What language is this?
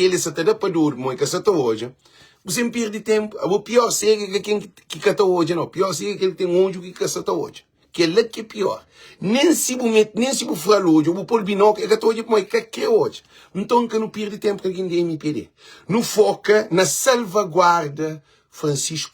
Kabuverdianu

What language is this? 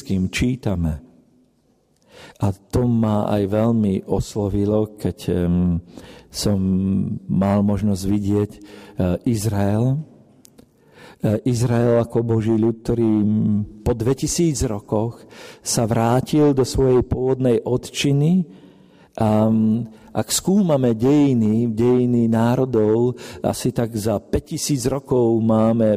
Slovak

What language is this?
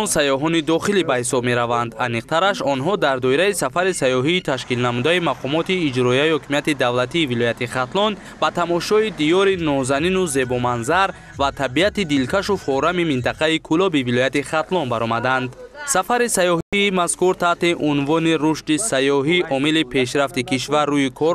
Tajik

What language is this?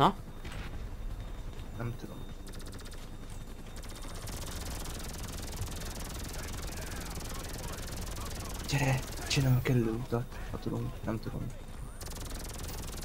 Hungarian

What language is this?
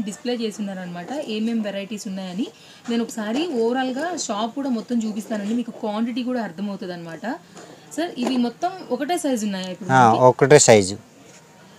Telugu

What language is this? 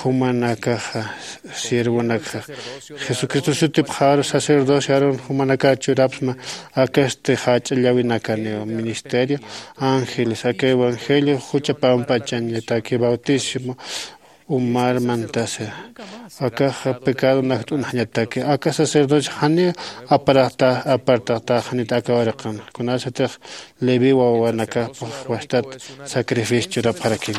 Aymara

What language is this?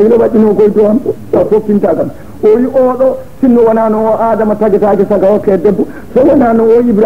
Fula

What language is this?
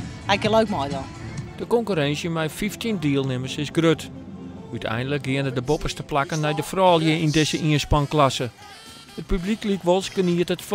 Western Frisian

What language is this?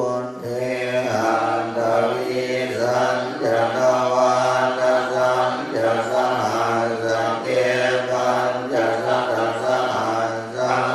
Pali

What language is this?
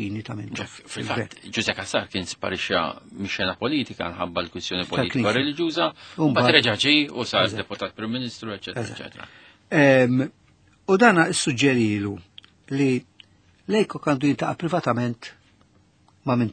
Maltese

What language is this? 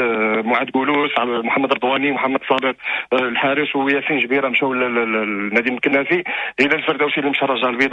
Moroccan Arabic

